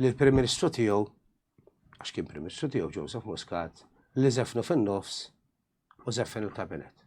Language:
Maltese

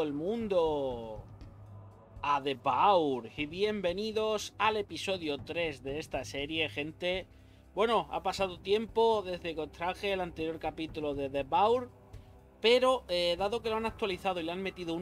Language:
Spanish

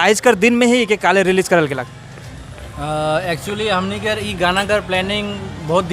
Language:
Sadri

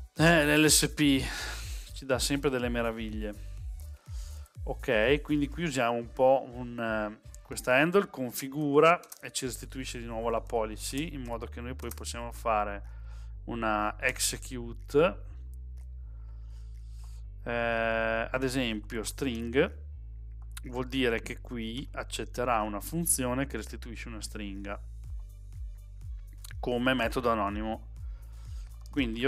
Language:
Italian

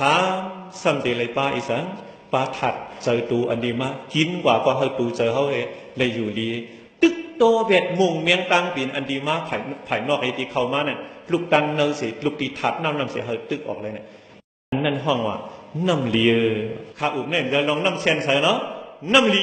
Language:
Shan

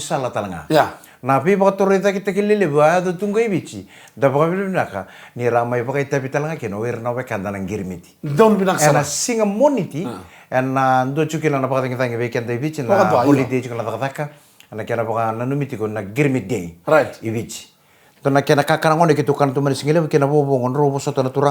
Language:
Fijian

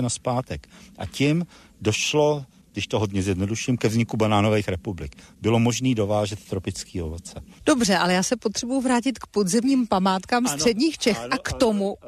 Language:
Czech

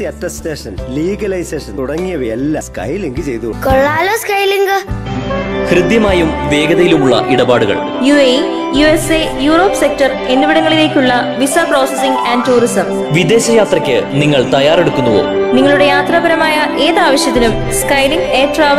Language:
Malayalam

